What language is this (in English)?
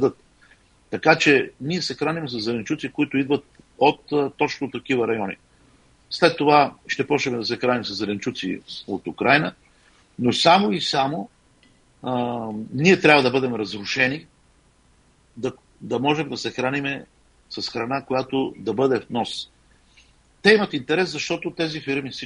Bulgarian